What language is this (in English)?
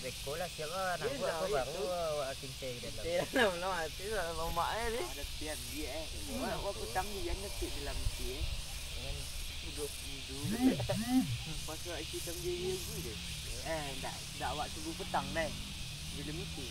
Minangkabau